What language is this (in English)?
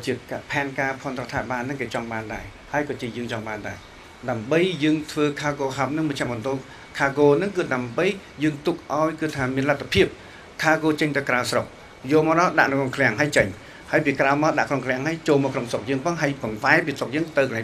Khmer